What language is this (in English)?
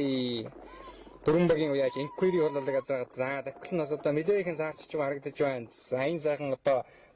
Mongolian